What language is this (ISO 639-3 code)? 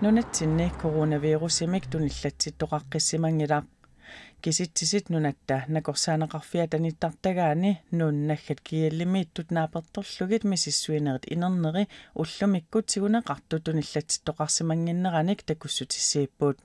kal